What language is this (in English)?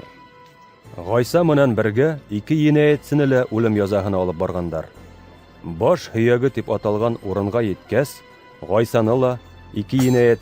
Bashkir